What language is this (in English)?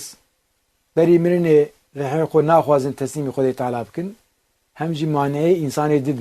Kurdish